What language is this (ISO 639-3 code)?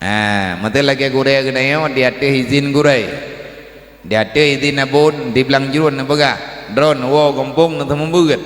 ace